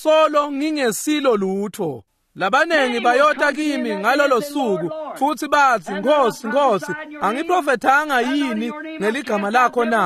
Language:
Swati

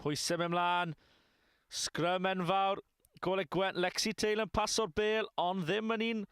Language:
Welsh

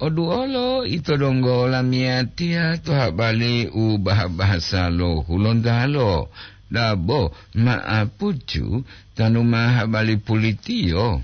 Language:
Gorontalo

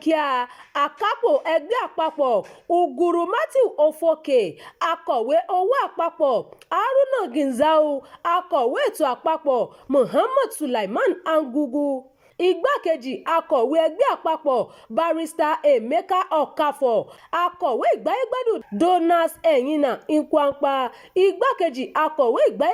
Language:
Yoruba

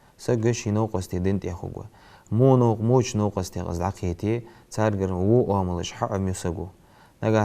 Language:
Ingush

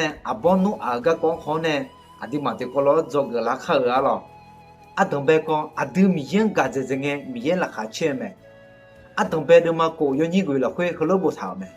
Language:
Akha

